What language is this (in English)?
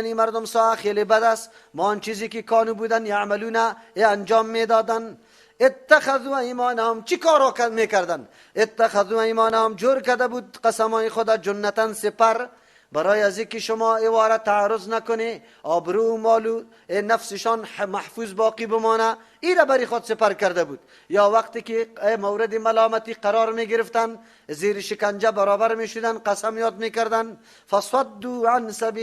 Persian